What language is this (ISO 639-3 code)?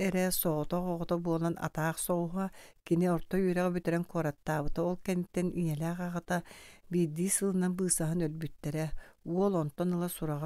sah